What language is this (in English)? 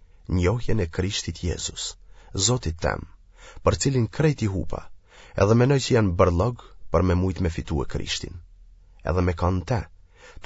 Albanian